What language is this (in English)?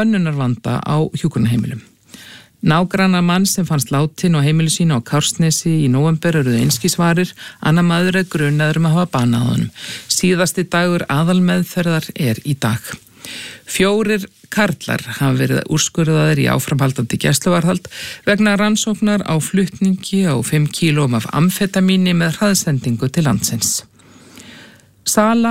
Icelandic